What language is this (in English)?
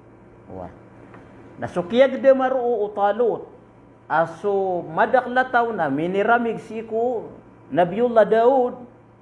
Maranao